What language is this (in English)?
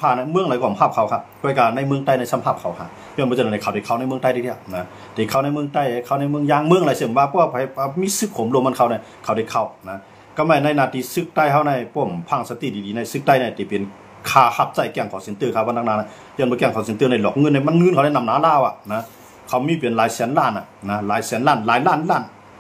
Shan